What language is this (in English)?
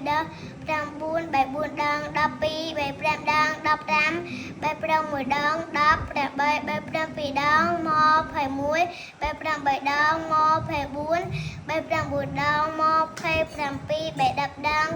Khmer